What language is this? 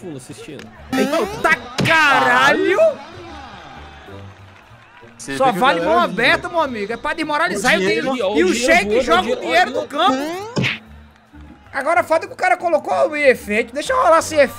Portuguese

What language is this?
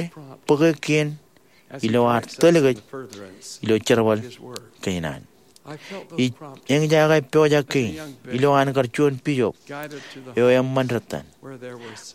Marshallese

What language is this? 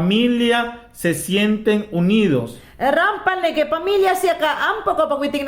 Mayangna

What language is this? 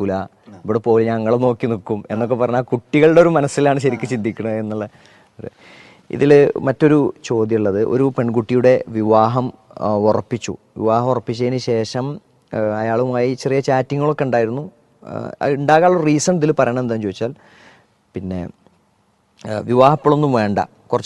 Malayalam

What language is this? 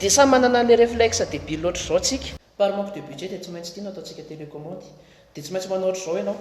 Malagasy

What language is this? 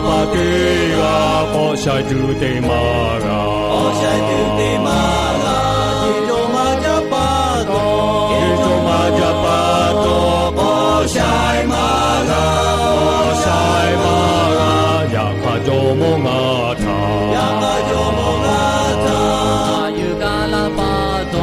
Lahu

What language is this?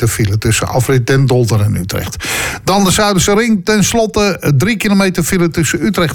Dutch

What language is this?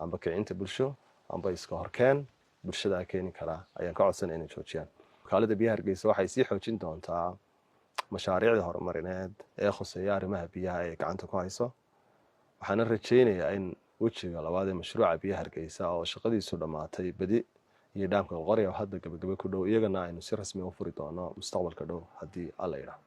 Somali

